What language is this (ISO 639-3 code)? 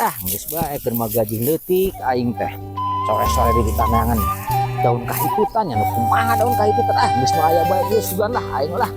sun